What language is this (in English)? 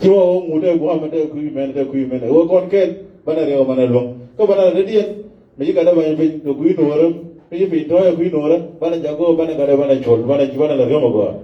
Nuer